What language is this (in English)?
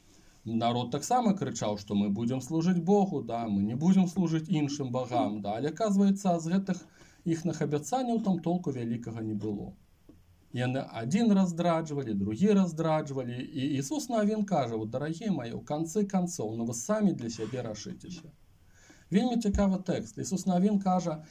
Belarusian